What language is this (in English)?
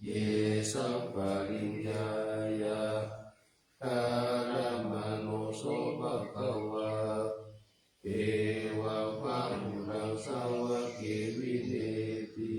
Pali